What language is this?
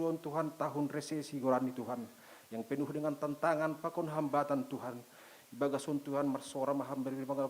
Batak Simalungun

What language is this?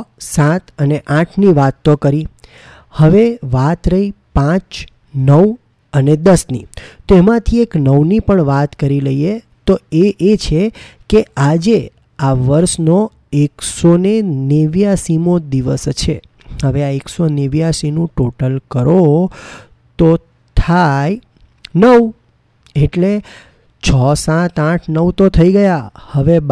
Gujarati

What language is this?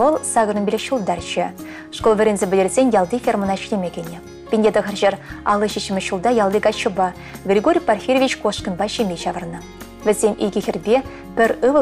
Chuvash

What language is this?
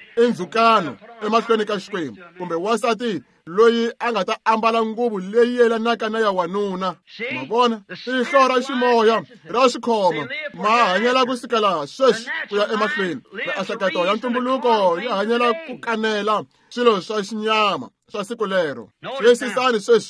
Tsonga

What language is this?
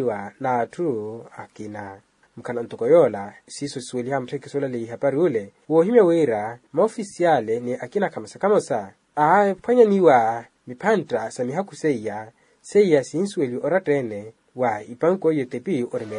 Makhuwa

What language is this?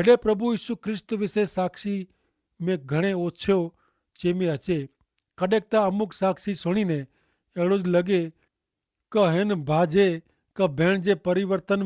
Kachhi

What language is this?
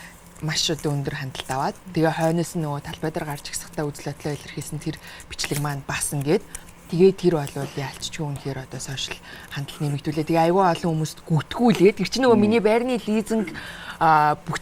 Mongolian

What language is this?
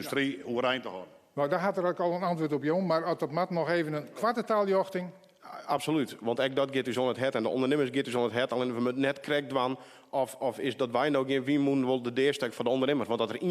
Western Frisian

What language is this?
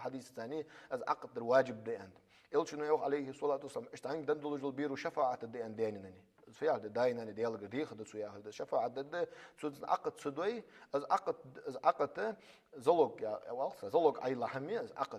Ingush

